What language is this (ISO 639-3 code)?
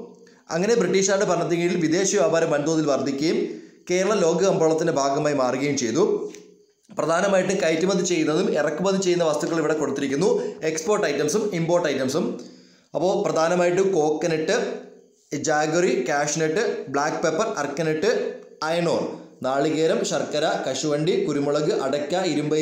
mal